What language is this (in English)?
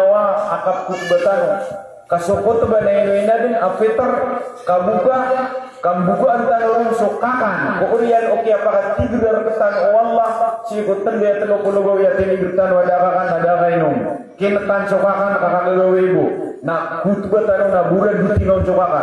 Maranao